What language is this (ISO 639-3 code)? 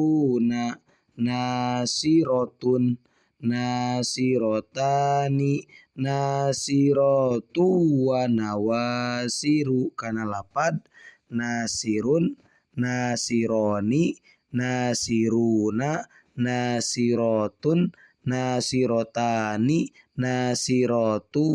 sun